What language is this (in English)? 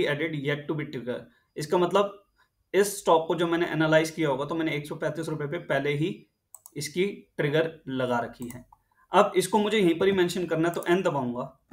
Hindi